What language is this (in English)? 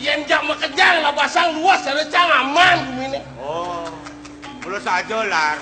Balinese